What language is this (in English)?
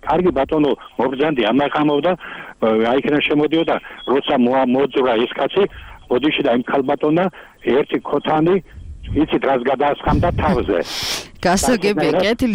Georgian